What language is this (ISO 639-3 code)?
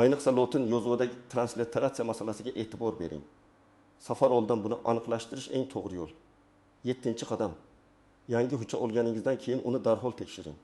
uzb